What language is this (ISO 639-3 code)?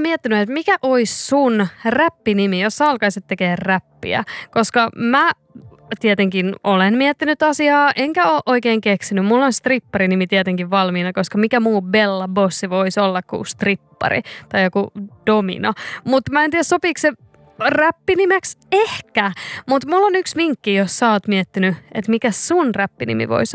fin